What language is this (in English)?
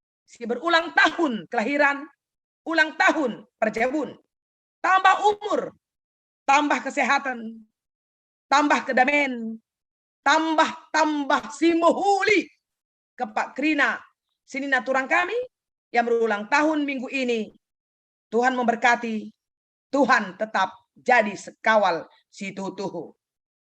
Batak Karo